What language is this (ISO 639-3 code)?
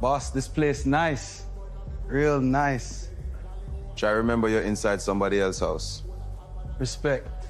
jam